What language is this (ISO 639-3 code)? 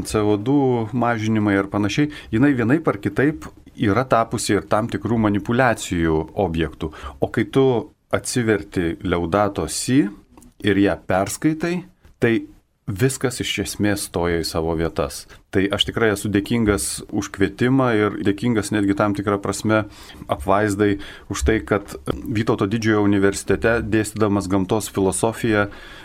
lit